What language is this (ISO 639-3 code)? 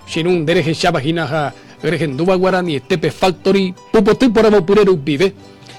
grn